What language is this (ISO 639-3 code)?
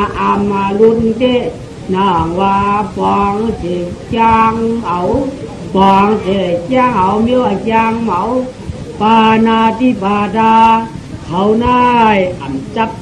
shn